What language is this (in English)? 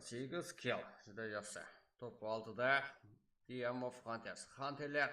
Kara-Kalpak